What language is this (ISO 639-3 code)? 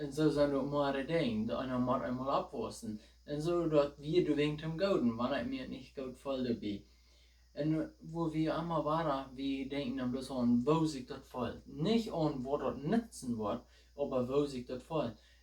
pdt